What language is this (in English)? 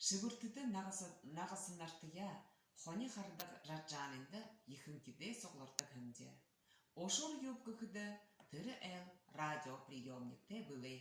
Buriat